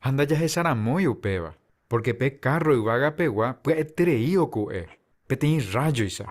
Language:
Guarani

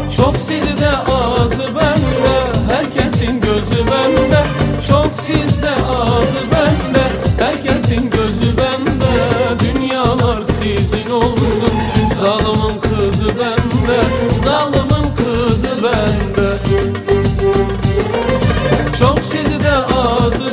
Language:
Turkish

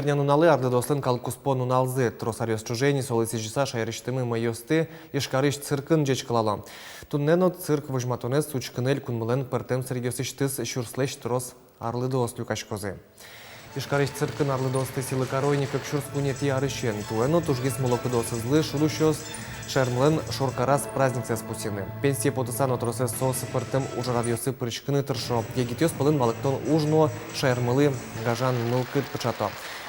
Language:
Udmurt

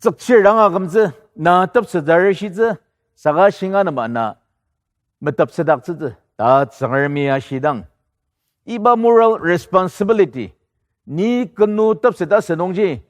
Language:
Ao Naga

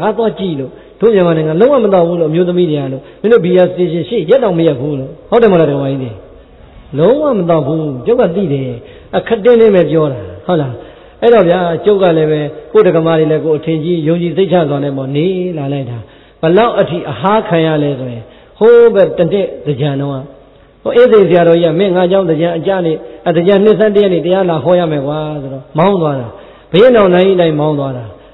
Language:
Burmese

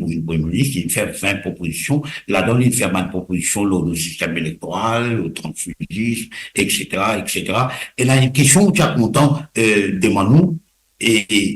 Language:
Morisyen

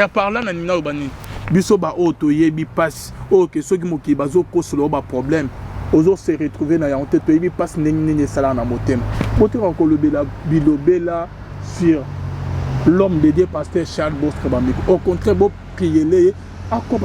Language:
Lingala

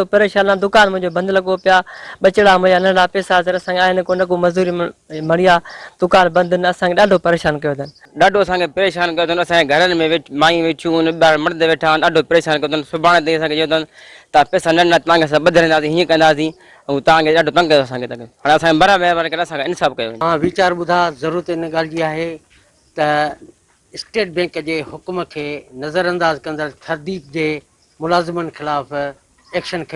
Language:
Sindhi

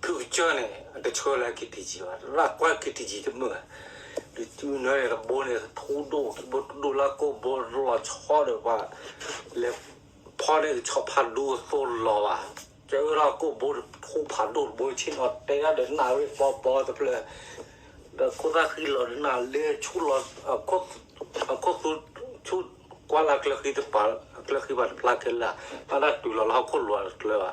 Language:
S'gaw Karen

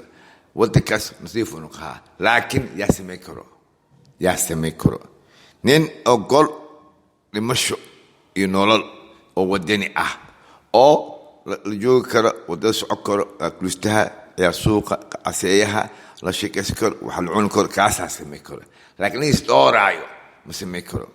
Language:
Somali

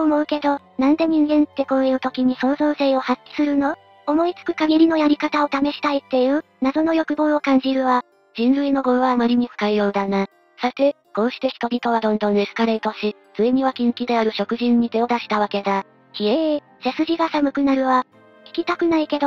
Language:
Japanese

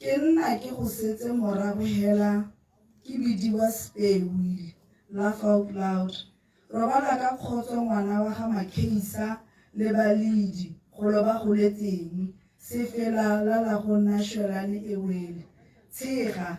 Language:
Tswana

